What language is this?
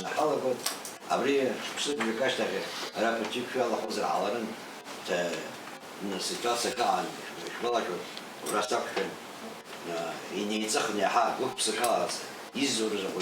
Abkhazian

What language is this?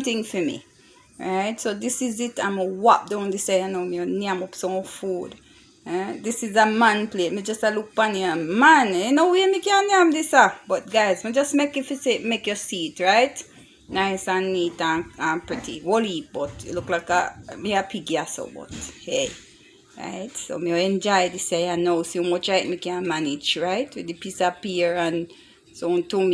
Jamaican Creole English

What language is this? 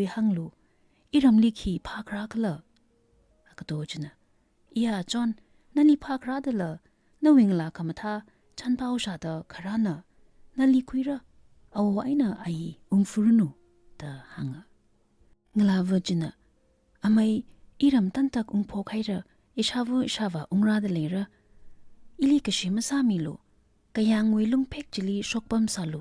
Tangkhul Naga (India)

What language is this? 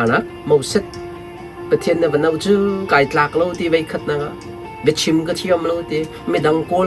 Hakha Chin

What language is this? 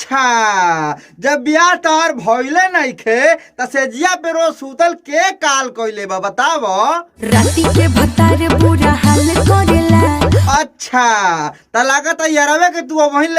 Bhojpuri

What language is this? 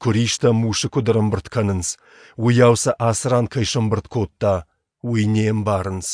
Ossetic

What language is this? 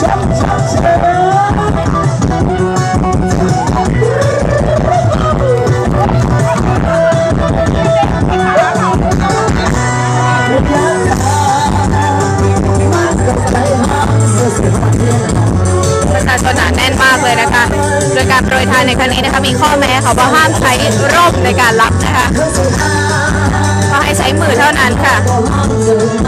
Thai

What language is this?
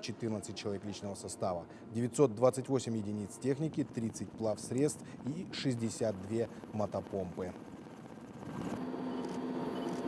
Russian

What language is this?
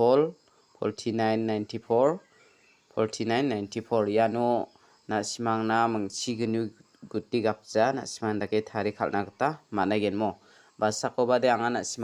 Garo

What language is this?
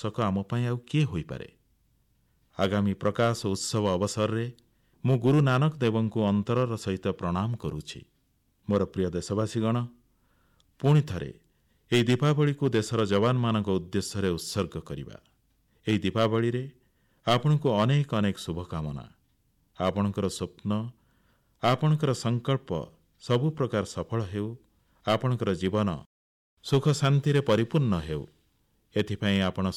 Odia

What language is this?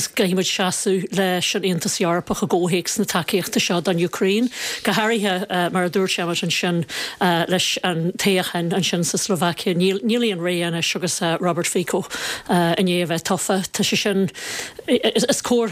Irish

